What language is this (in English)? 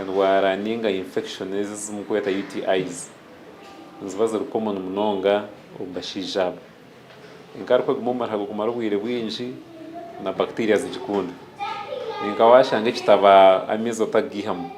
Nyankole